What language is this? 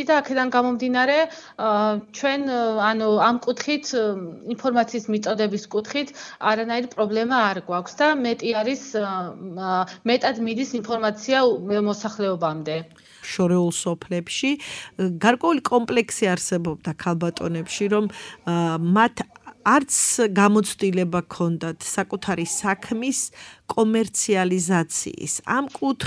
Georgian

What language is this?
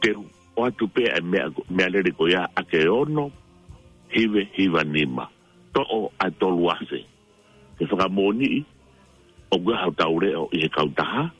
Tongan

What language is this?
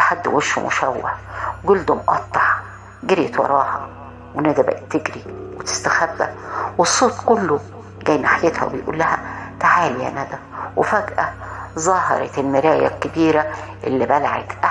Egyptian Arabic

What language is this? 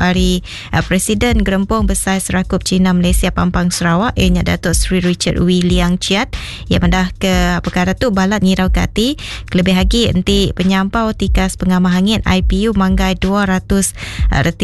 Iban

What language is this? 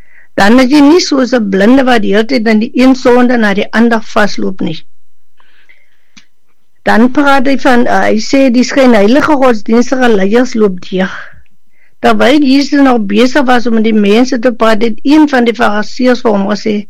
Afrikaans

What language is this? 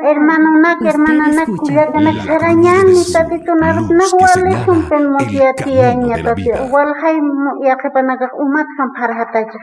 Aymara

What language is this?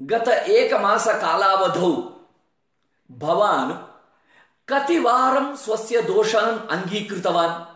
Sanskrit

